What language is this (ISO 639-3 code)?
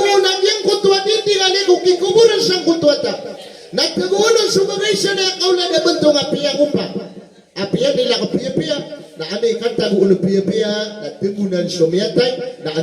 mrw